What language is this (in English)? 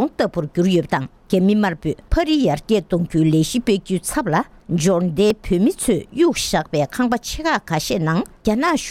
Tibetan